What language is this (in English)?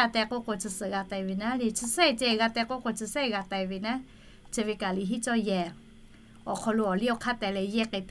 Lahu